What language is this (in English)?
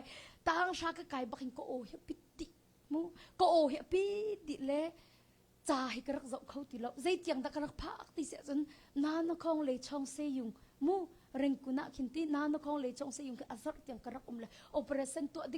Hakha Chin